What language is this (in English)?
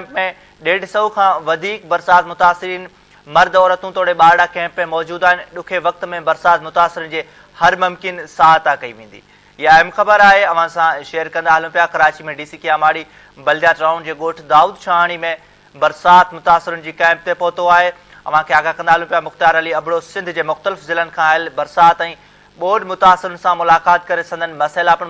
Sindhi